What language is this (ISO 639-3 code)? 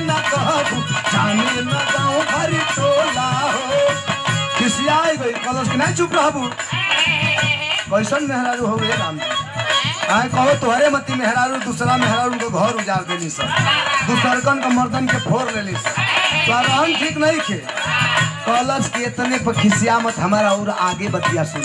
bho